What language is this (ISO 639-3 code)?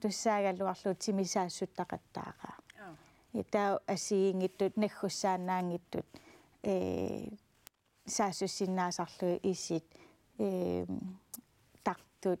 kal